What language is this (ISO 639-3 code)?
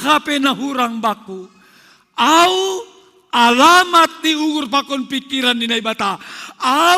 bts